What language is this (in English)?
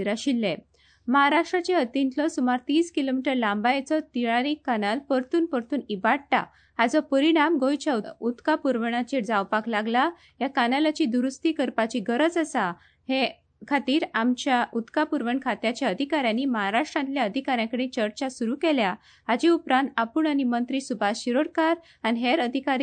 Konkani